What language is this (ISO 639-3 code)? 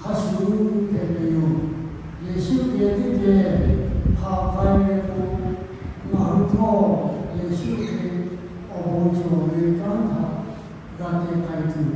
lhu